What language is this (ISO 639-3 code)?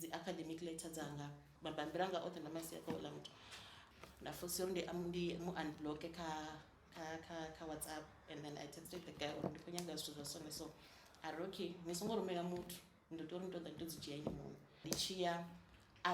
ven